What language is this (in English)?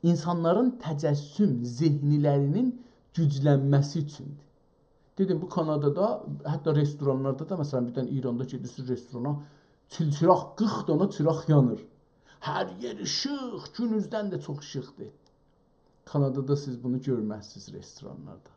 South Azerbaijani